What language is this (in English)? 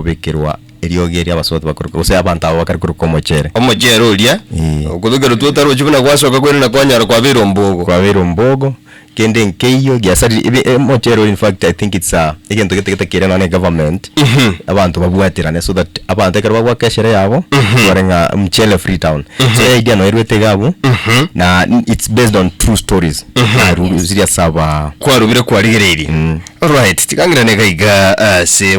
Gusii